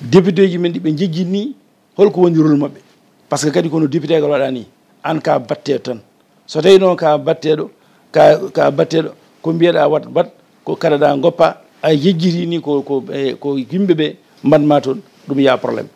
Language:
Fula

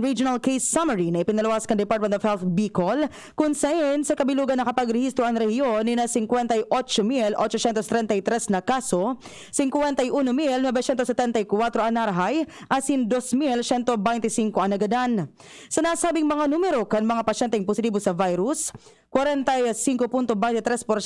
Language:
Bikol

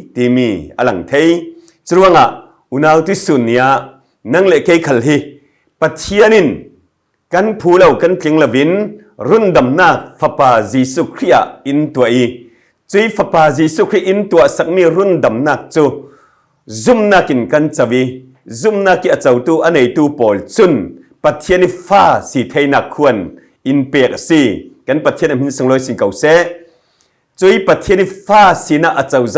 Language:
Falam Chin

